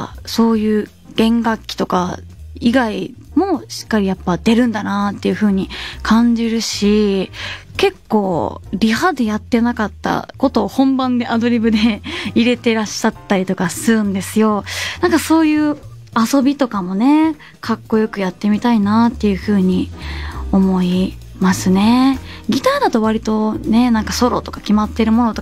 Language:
Japanese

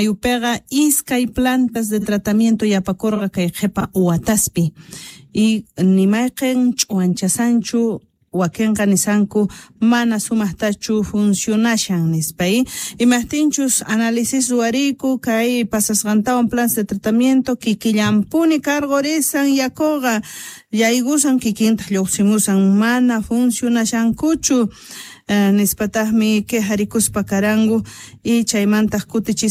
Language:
Quechua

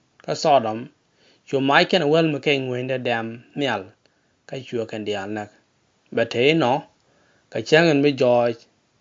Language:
Nuer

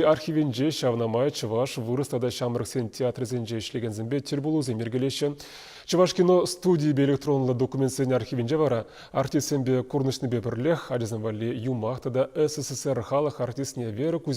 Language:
Chuvash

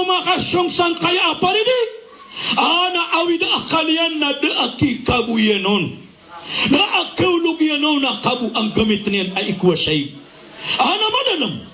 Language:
Maranao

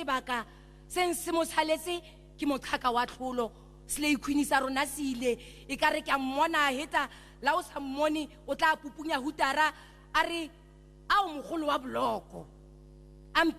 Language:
Tswana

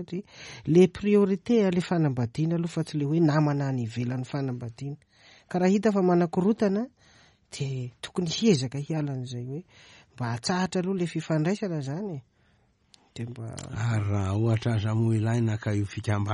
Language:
Malagasy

